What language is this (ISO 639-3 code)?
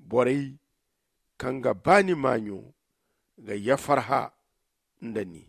dje